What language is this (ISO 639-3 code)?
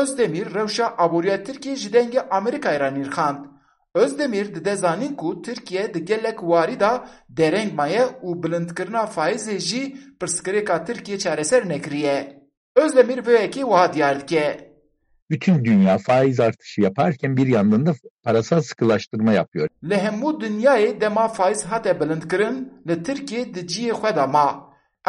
kur